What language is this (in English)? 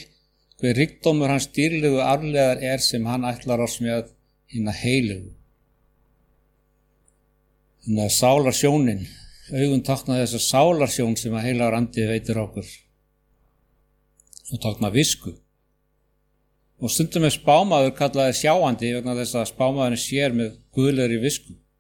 Icelandic